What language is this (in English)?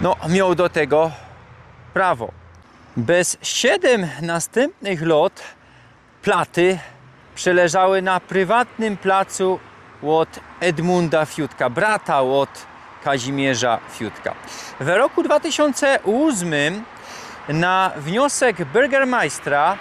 Silesian